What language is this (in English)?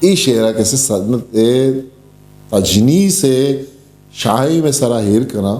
Eastern Balochi